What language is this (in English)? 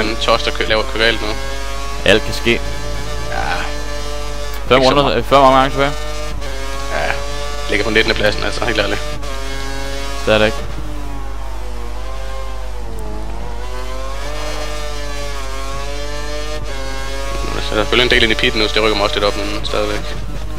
Danish